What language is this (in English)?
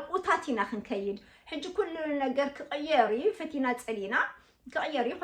Tigrinya